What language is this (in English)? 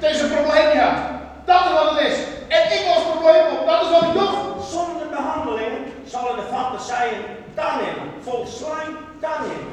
Western Frisian